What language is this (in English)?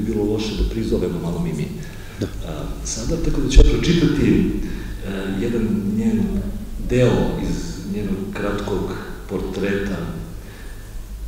Serbian